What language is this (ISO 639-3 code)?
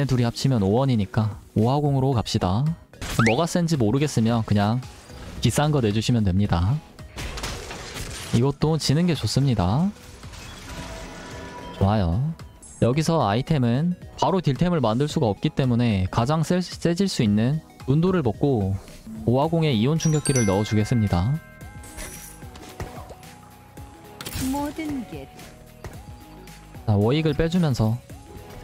kor